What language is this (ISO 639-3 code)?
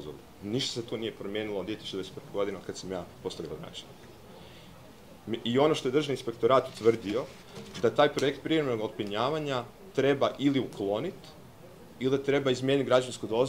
hrv